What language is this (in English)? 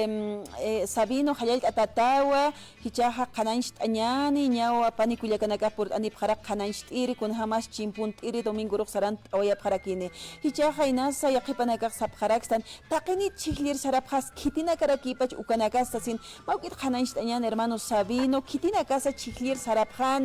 Aymara